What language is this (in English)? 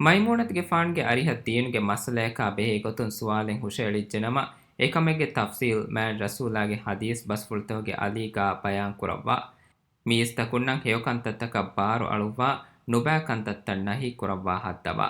Divehi